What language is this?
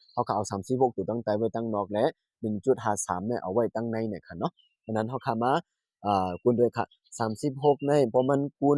Shan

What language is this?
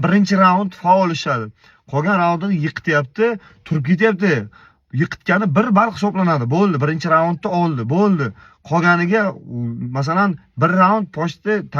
Uzbek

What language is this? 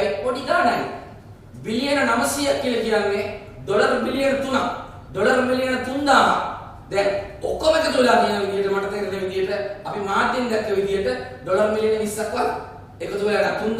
Sinhala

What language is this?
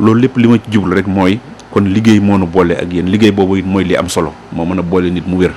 Wolof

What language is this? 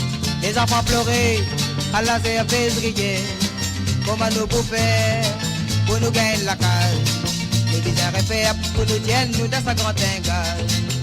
Morisyen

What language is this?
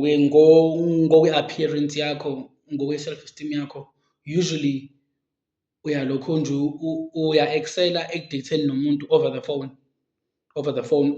Zulu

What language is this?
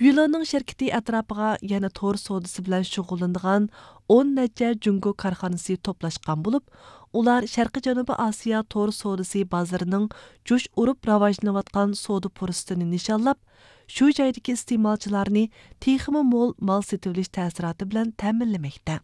Uyghur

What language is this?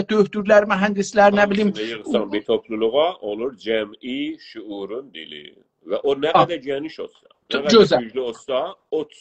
South Azerbaijani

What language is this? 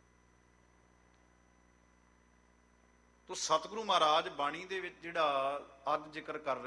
Punjabi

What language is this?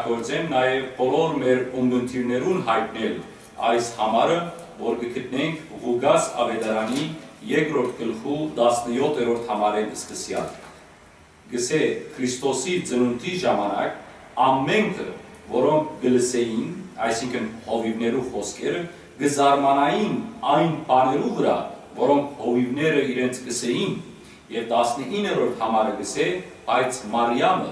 Western Armenian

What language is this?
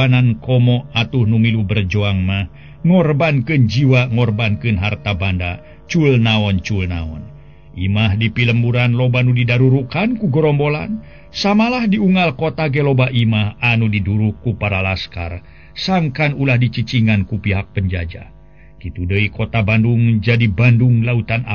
Sundanese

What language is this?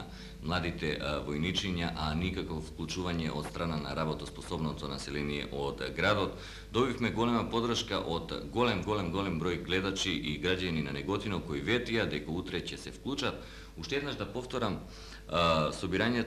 Macedonian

